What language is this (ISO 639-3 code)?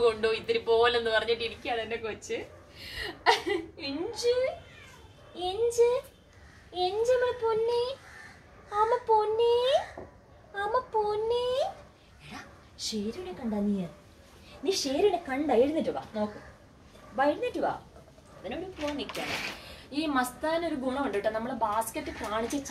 mal